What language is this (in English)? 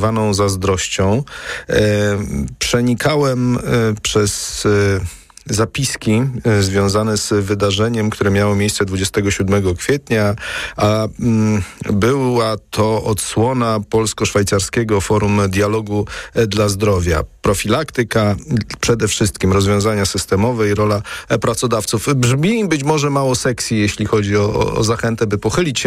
Polish